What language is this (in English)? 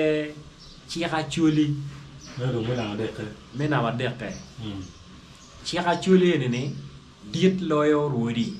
Acoli